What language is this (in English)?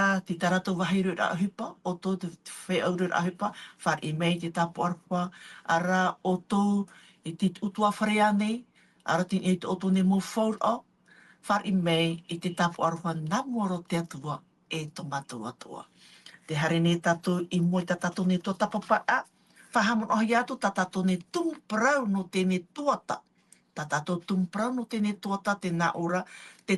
Tahitian